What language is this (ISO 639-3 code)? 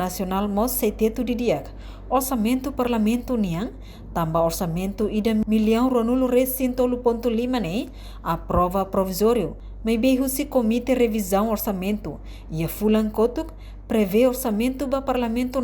tet